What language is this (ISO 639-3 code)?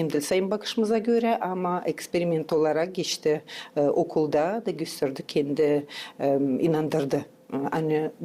gag